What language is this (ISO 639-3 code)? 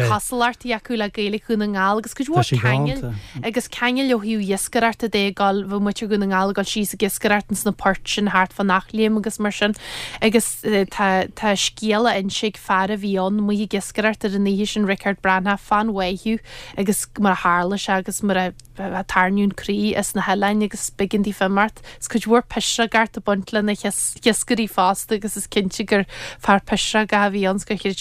gle